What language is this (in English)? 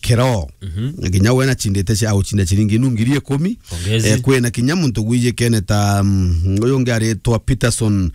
Meru